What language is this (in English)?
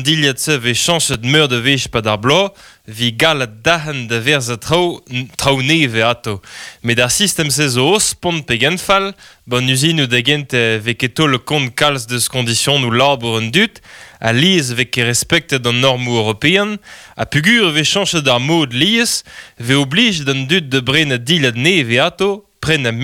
Breton